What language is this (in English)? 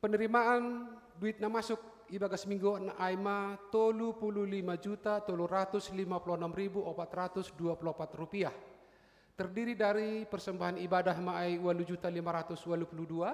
Batak Simalungun